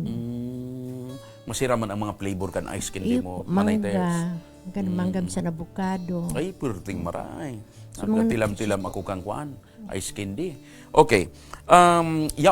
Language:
Bikol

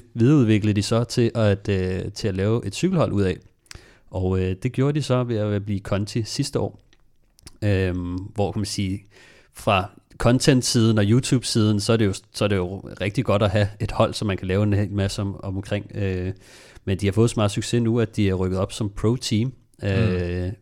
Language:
Danish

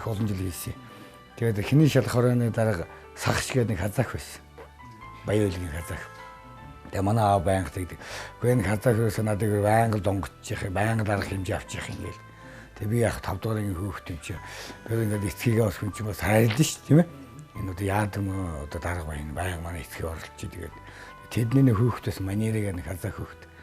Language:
Mongolian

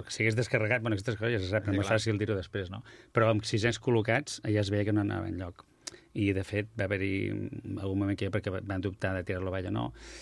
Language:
Catalan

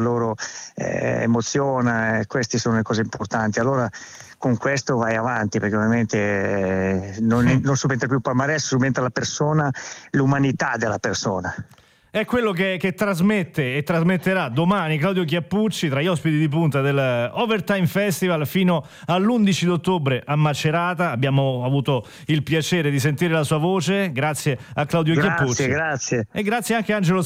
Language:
Italian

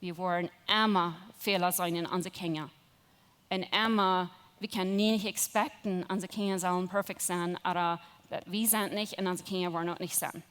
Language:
Plautdietsch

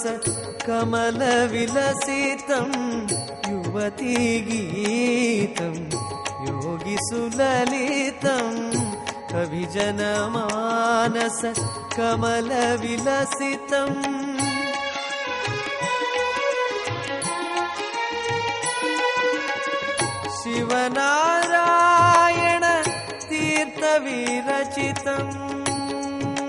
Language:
Sanskrit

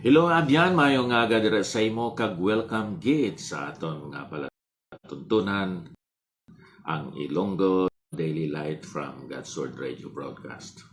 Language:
Hiligaynon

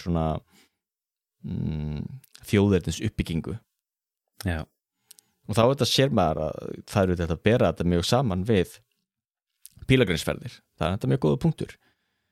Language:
Icelandic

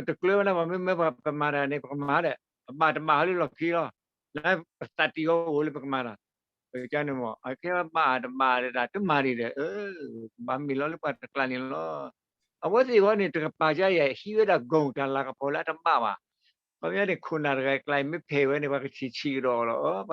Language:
S'gaw Karen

